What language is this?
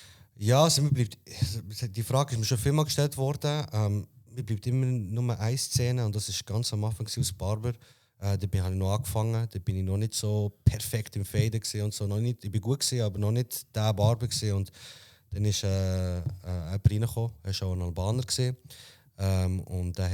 Swiss German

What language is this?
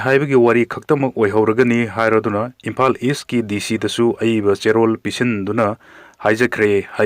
Manipuri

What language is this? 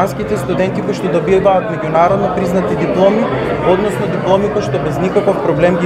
Macedonian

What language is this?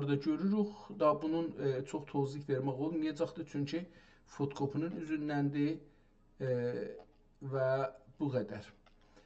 South Azerbaijani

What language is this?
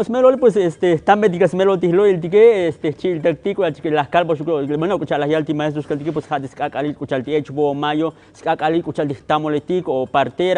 Tzotzil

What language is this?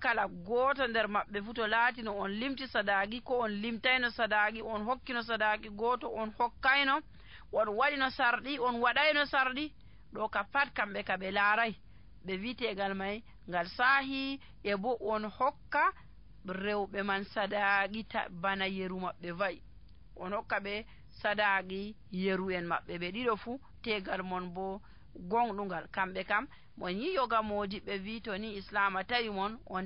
Nigerian Fulfulde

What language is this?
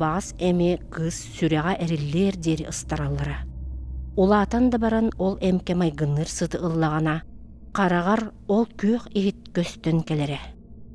Yakut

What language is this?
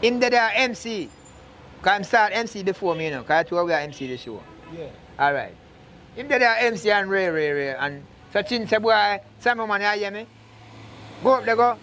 Jamaican Creole English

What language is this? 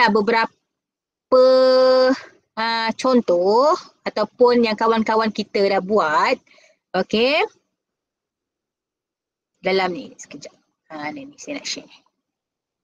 Malay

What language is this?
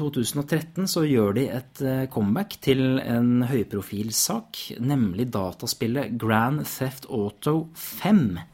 Norwegian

